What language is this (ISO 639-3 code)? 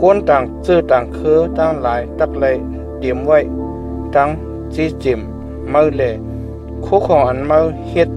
shn